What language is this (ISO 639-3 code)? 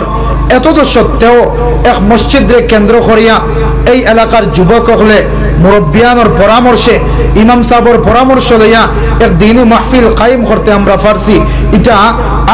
syl